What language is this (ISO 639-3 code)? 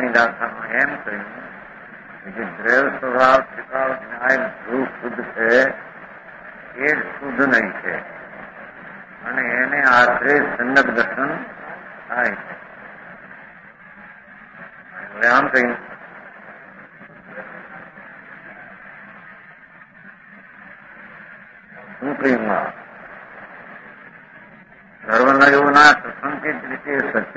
guj